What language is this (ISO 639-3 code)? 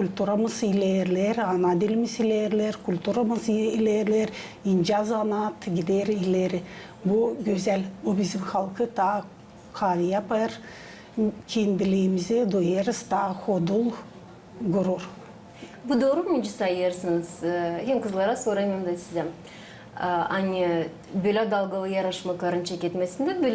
gag